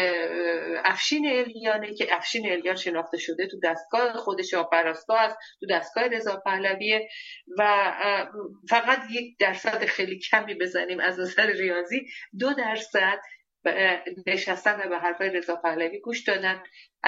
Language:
Persian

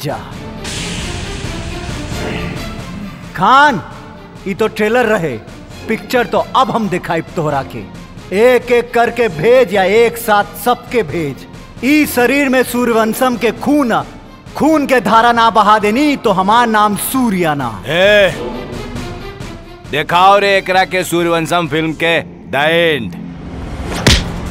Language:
Bhojpuri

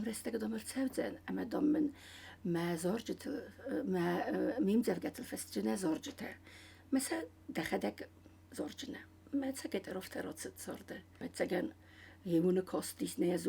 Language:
Ossetic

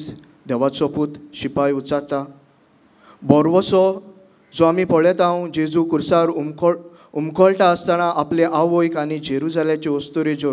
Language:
Konkani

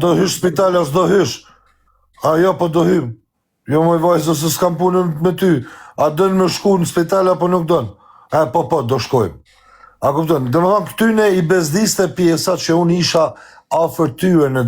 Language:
Albanian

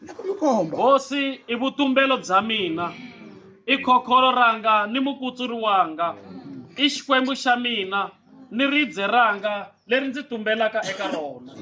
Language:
Tsonga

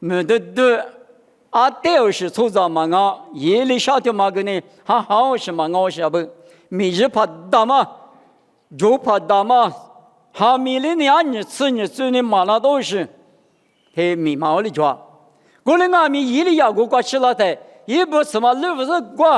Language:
Lisu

